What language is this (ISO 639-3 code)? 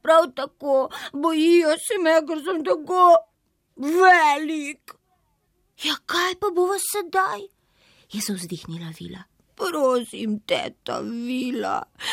slv